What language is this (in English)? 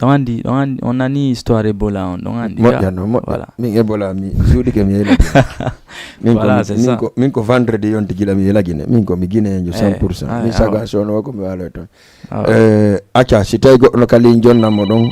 Fula